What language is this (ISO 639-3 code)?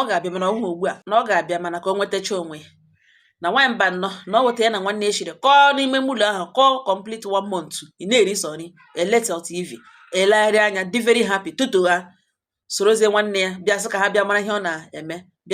ibo